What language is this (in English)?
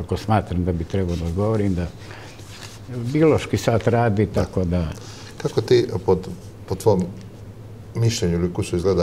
Serbian